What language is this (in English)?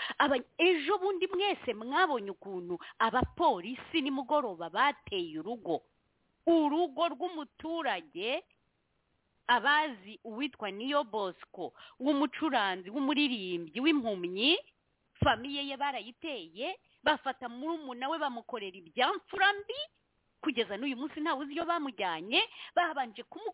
Kinyarwanda